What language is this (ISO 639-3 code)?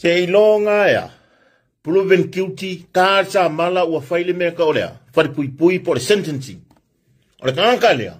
smo